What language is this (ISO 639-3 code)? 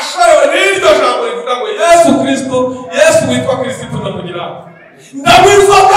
kin